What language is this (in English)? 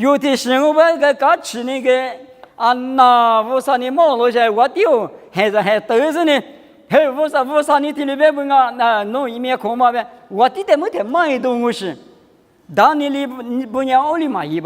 Lisu